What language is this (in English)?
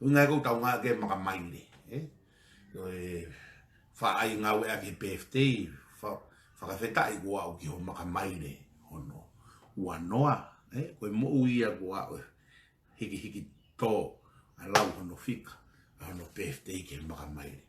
Tongan